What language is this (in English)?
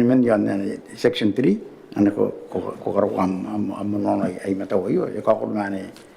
Gilbertese